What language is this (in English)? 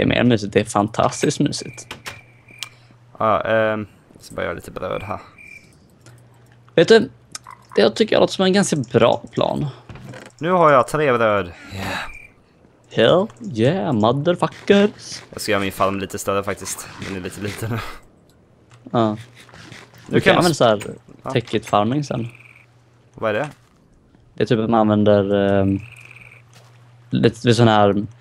Swedish